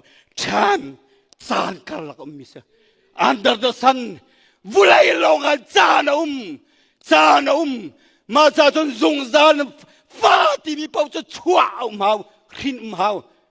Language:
Hakha Chin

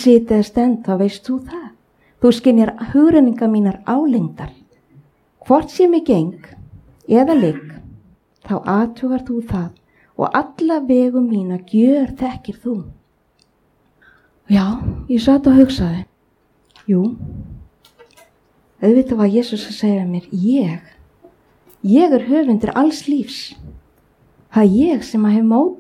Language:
Icelandic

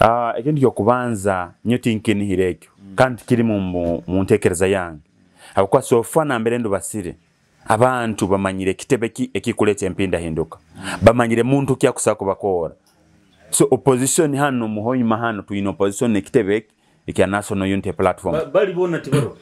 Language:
Nyoro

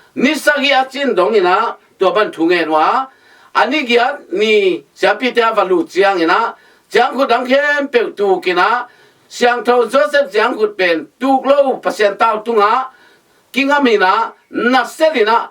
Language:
Tedim Chin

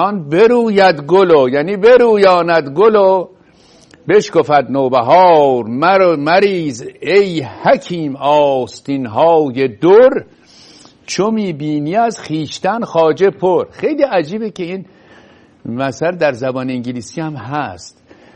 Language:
Persian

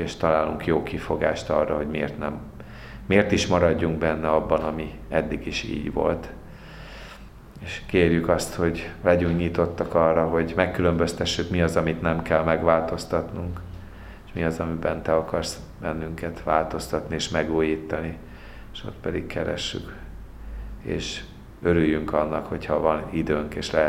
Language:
Hungarian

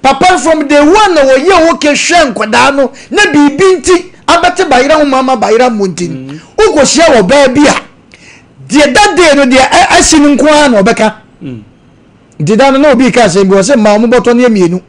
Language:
Akan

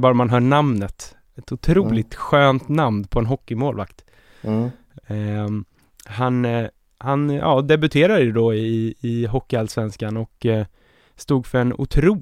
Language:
Swedish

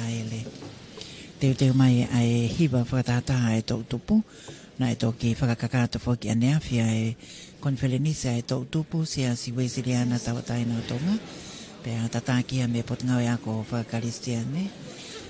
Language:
Tongan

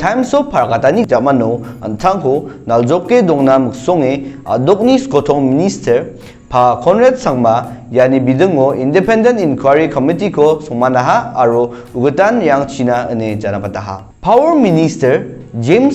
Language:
Garo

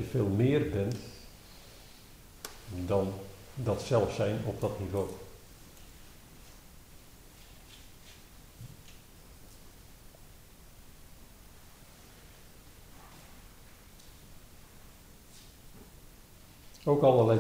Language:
Dutch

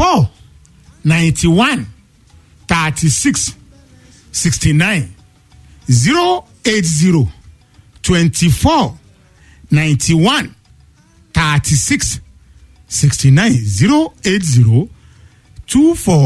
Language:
Yoruba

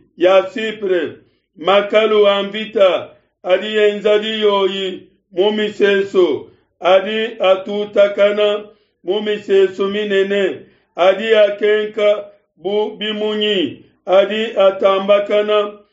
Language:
Luba-Lulua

